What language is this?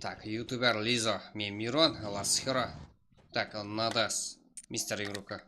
Kara-Kalpak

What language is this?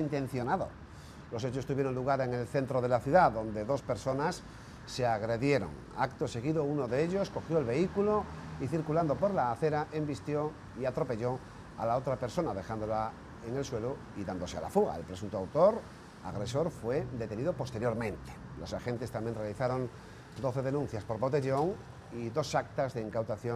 Spanish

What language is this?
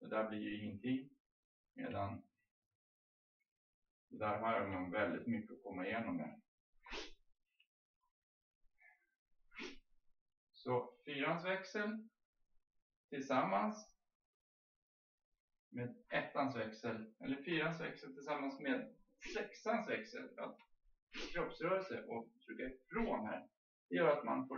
Swedish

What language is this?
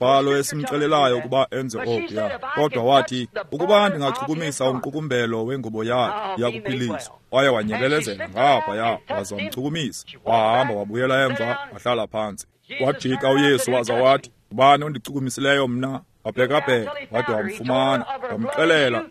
Xhosa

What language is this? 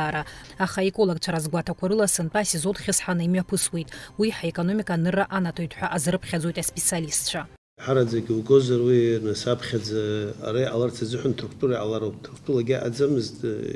Abkhazian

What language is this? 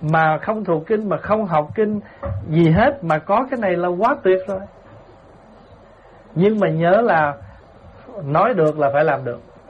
Vietnamese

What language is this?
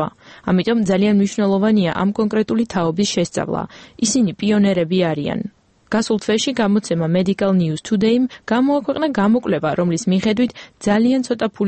Georgian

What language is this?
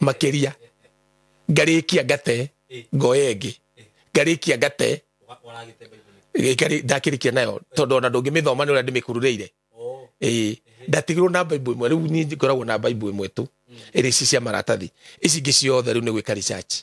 Kikuyu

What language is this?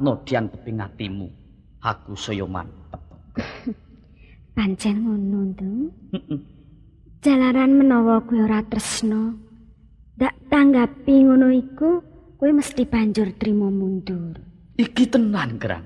Javanese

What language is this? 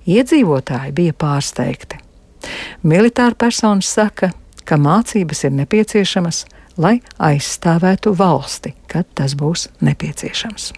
Latvian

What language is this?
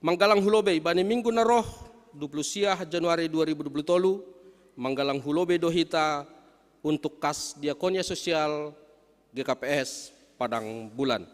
Batak Simalungun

